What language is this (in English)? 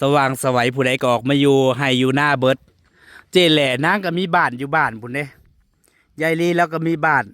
Northeastern Thai